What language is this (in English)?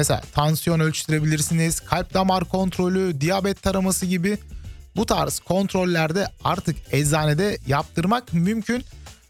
Turkish